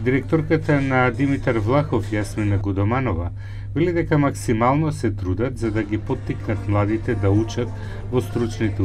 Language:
Macedonian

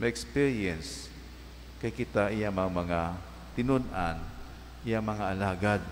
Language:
Cebuano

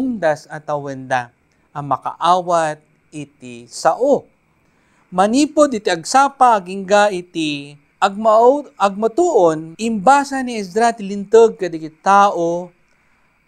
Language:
Iloko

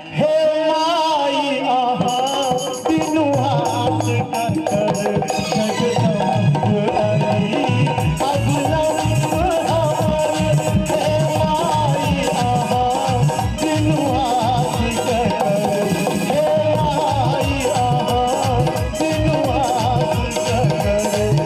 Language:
Maithili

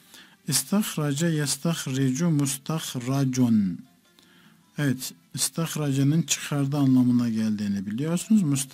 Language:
Turkish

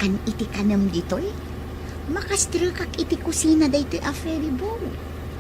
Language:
Iloko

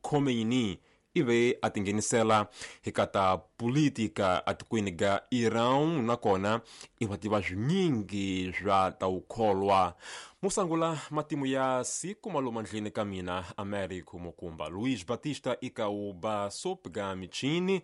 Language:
Tsonga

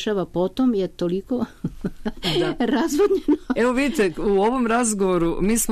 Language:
Serbian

